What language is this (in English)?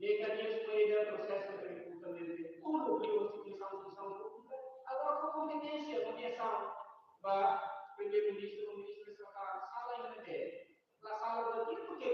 Tetum